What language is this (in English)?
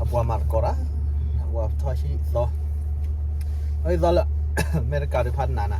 S'gaw Karen